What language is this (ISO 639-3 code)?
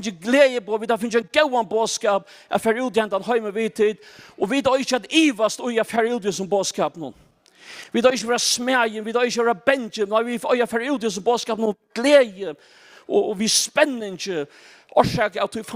fao